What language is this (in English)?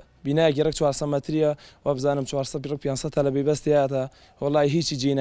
Central Kurdish